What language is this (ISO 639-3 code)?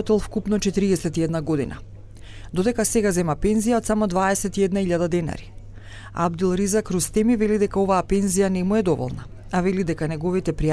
mkd